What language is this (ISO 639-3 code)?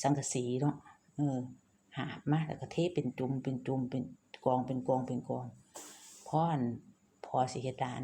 tts